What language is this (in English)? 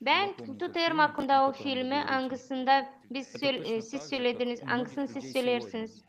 Gagauz